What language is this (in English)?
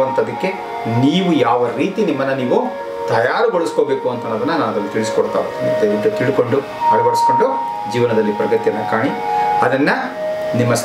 Kannada